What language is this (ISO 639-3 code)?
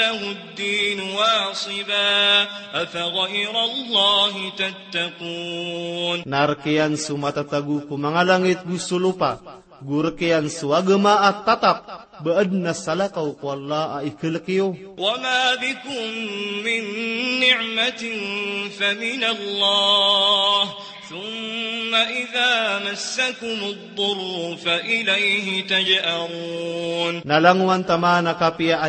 mrw